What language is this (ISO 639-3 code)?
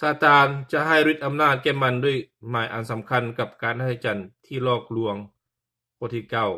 lao